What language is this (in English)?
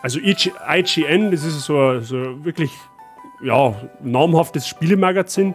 Bavarian